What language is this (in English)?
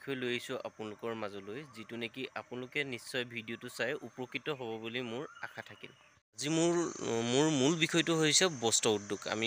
Assamese